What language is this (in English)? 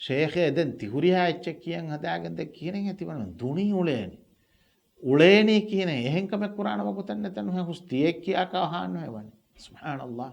Divehi